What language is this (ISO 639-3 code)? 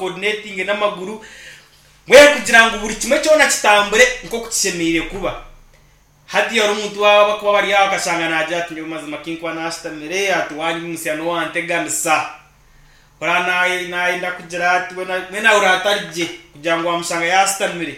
nyn